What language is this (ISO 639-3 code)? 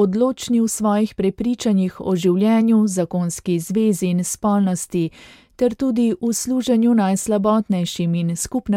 slv